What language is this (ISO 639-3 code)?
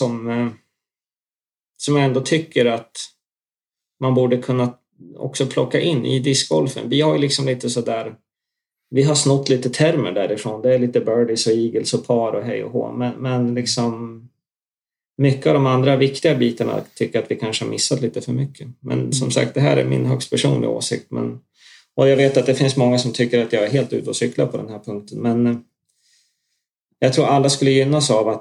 swe